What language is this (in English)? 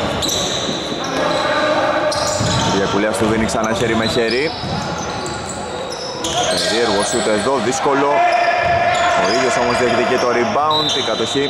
Greek